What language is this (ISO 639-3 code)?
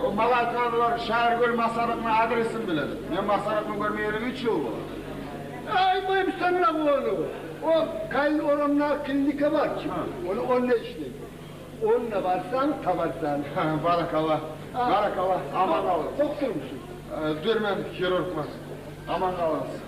kum